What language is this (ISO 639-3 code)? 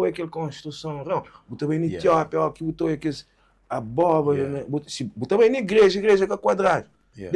kea